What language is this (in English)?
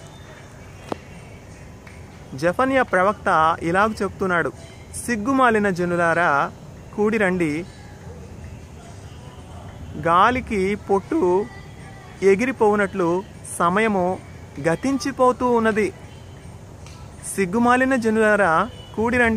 Telugu